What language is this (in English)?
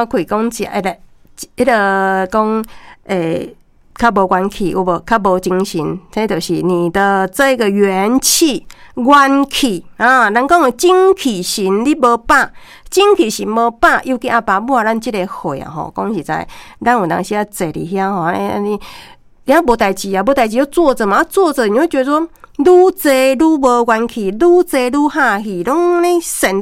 Min Nan Chinese